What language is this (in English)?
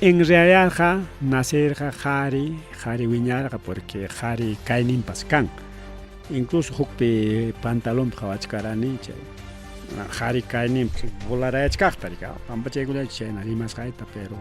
Ayacucho Quechua